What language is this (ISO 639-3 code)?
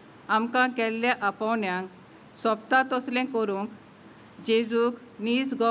kok